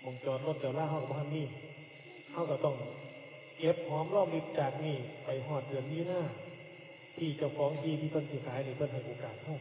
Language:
Northeastern Thai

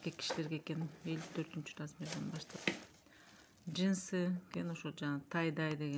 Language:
Kyrgyz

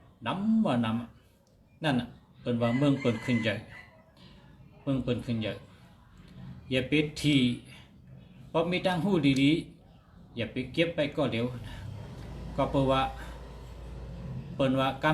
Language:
Shan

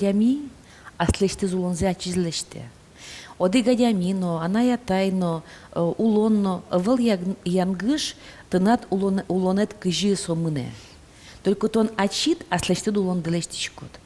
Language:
Udmurt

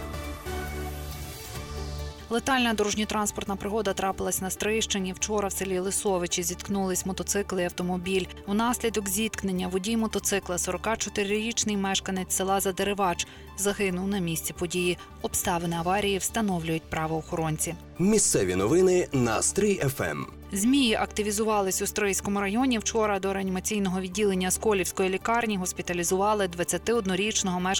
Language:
Ukrainian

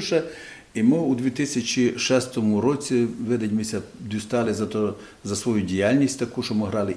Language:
Rusyn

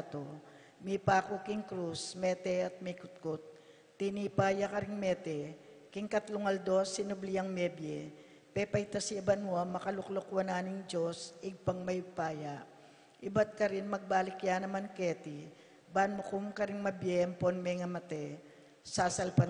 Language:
Pampanga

